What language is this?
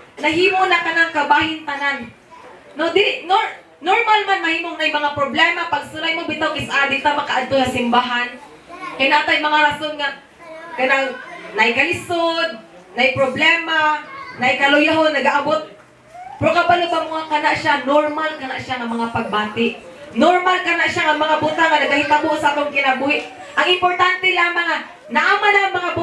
Cebuano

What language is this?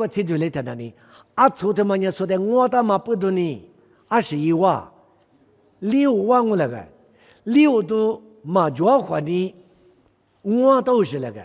Lisu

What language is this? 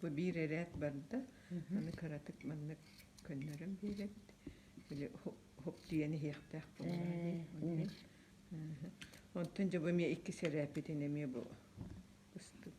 Yakut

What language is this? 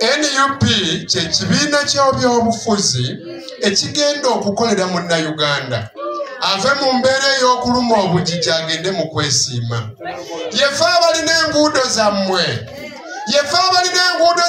Ganda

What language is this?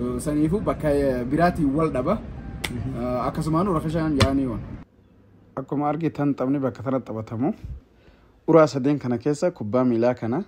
Oromo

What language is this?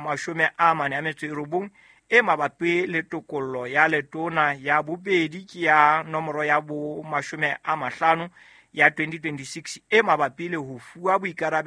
Southern Sotho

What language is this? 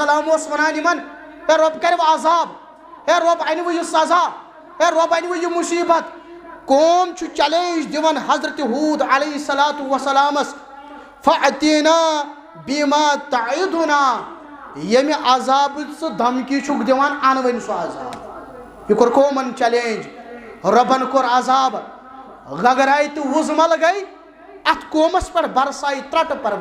Kashmiri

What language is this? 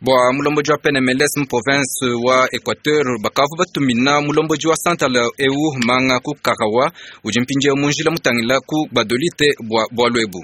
Luba-Lulua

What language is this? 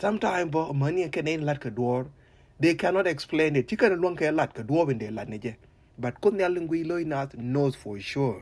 Nuer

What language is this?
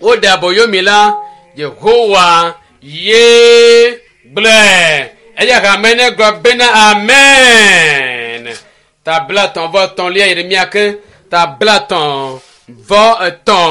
Ewe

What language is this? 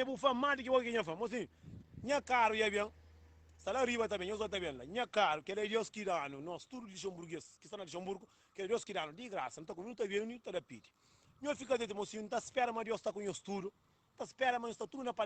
Kabuverdianu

